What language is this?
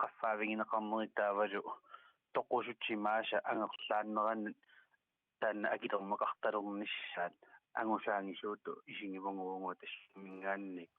Kalaallisut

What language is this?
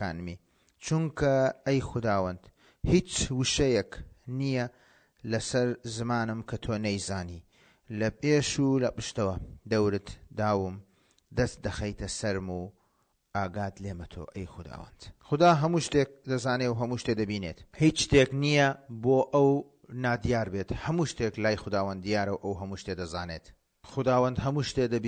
Central Kurdish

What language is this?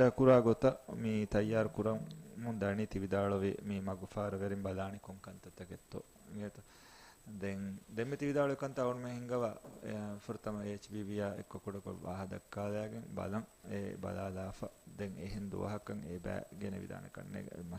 Divehi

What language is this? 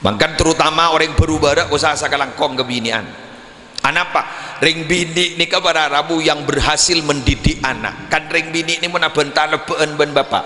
Madurese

